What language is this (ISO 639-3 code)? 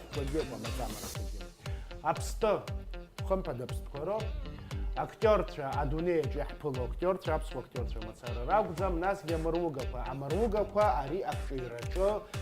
abk